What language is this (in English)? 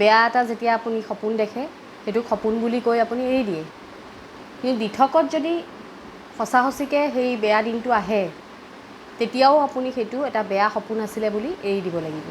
Assamese